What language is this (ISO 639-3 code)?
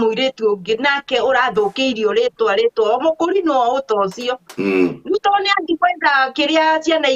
kik